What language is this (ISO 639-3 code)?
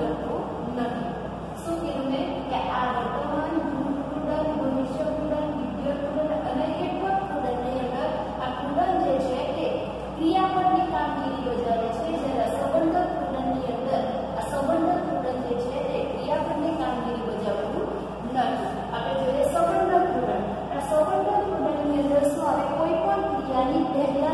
guj